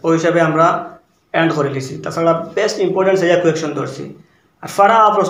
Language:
Sylheti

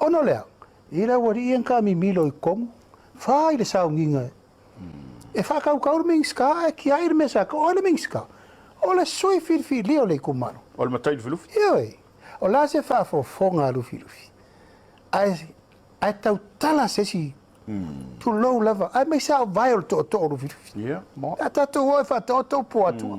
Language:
Samoan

